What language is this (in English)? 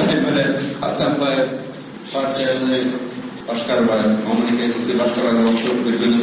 Kyrgyz